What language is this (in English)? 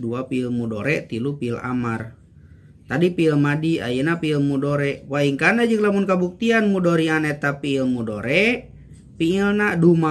Sundanese